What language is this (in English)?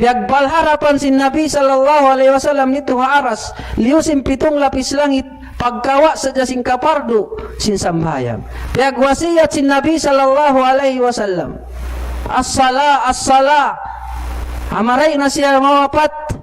Tausug